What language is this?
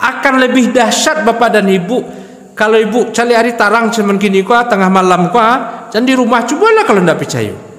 Minangkabau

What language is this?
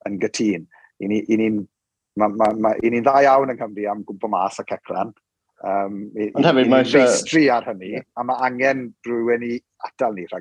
Welsh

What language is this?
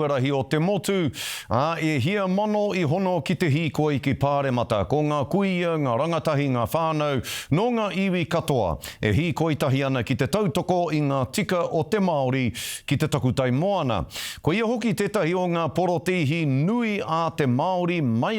Māori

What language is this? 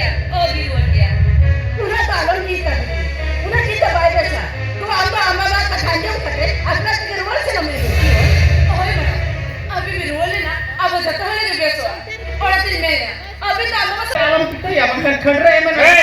Santali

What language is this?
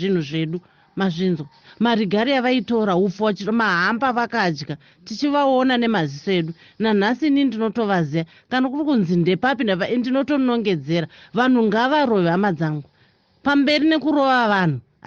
Shona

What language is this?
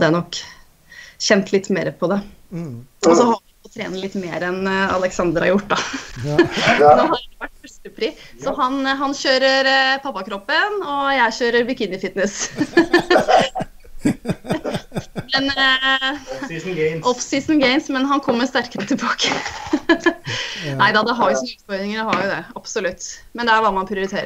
Norwegian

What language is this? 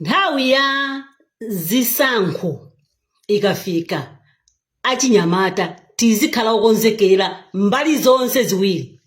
Nyanja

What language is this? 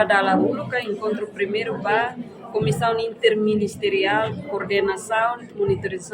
Tetum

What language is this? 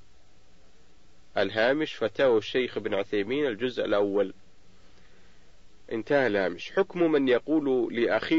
Arabic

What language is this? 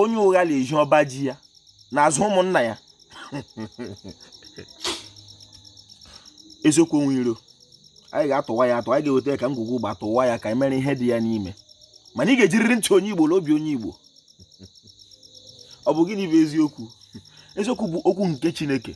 Igbo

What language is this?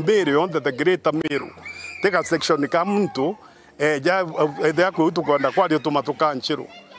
Meru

